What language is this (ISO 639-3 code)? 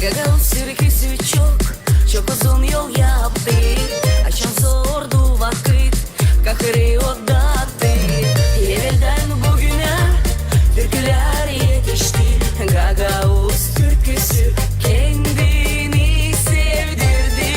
gag